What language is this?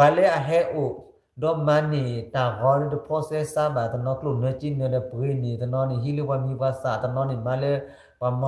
S'gaw Karen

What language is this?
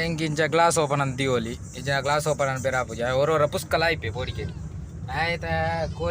Tulu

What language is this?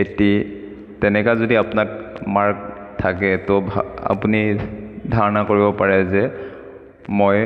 Assamese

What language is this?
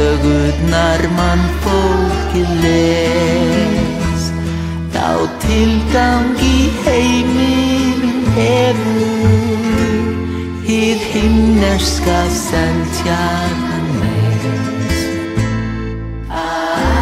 Icelandic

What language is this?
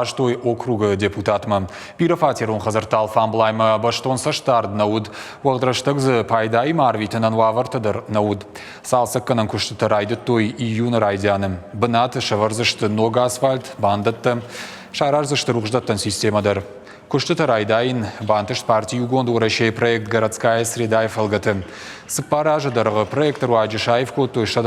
Ossetic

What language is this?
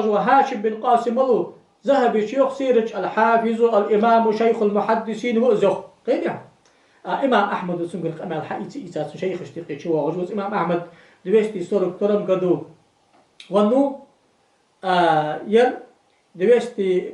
Ingush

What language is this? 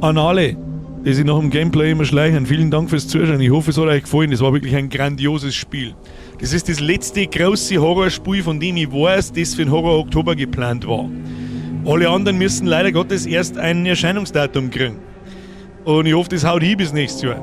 Bavarian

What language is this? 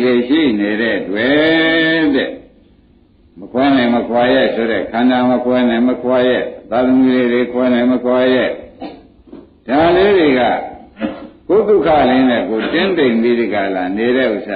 Burmese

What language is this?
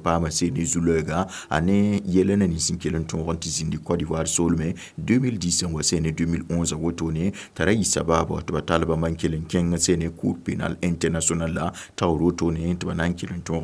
Mossi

